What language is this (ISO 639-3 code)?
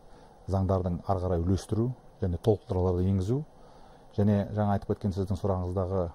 kaz